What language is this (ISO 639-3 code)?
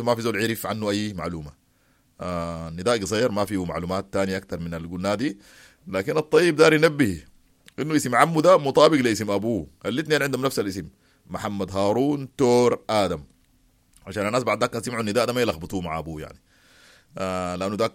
apd